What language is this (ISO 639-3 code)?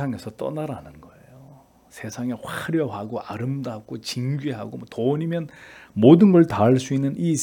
kor